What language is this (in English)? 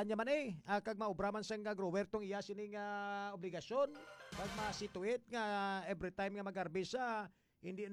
Hiligaynon